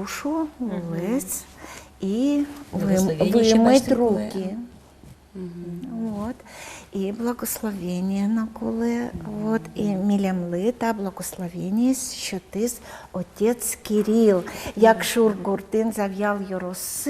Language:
Udmurt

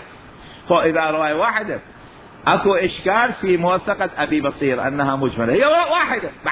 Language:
Mesopotamian Arabic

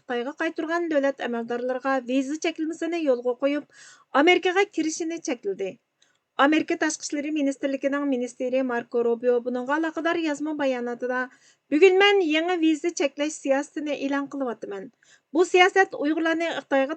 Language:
Uyghur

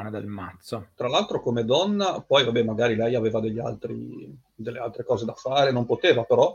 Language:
Italian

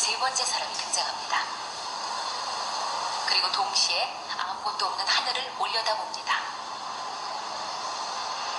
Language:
Korean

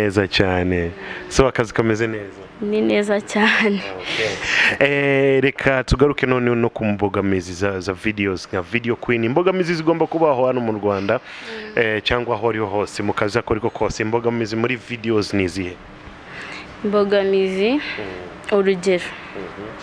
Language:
Kinyarwanda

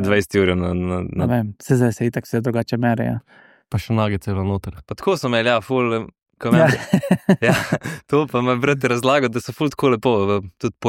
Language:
Slovenian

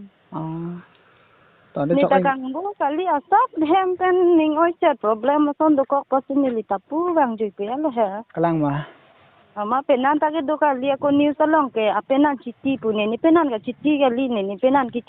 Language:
Karbi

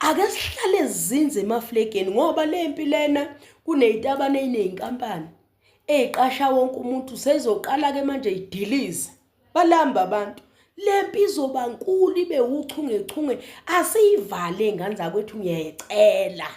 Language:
Zulu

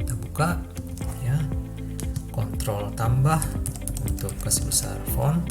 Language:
Ambonese Malay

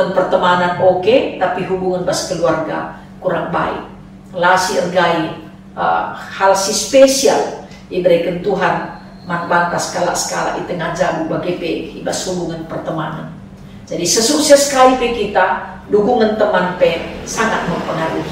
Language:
Batak Karo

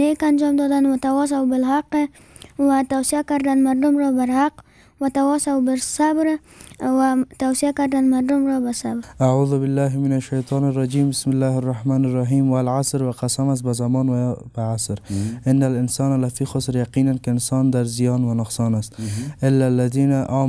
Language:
Persian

